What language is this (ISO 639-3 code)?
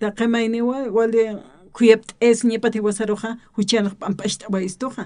aym